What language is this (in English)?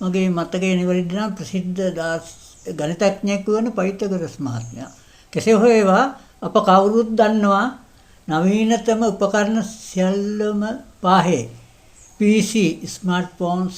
Sinhala